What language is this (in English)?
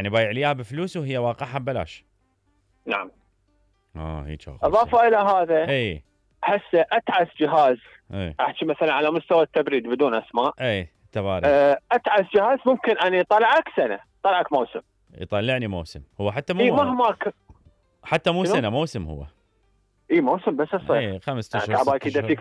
Mesopotamian Arabic